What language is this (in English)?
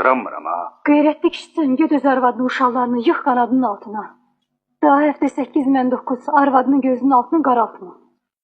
Azerbaijani